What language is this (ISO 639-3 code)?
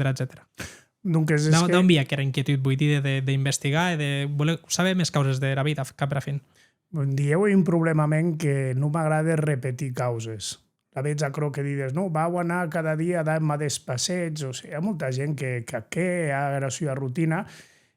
oci